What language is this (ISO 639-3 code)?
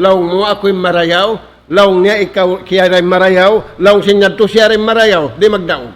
tsg